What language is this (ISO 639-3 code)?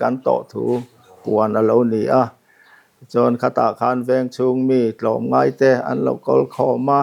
lus